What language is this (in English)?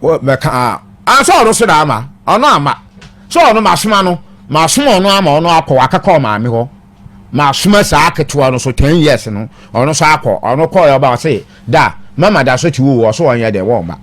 Akan